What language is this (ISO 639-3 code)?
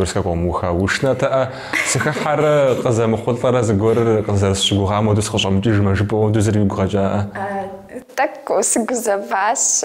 kbd